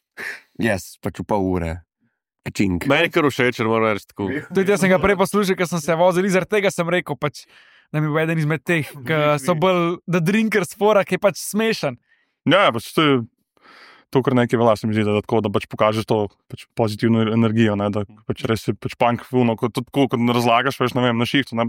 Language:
Slovenian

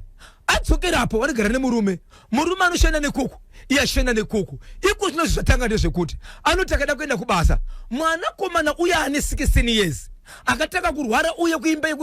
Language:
Shona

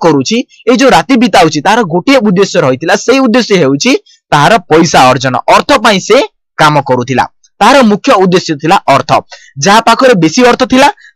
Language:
Odia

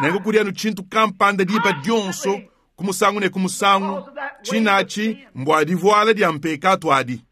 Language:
Luba-Lulua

